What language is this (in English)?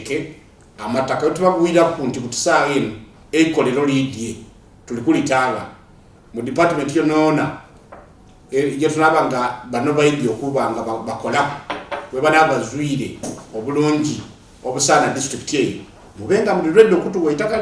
Soga